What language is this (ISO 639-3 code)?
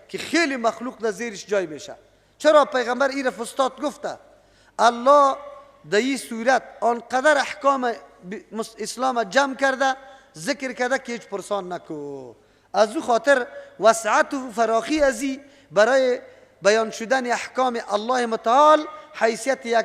fas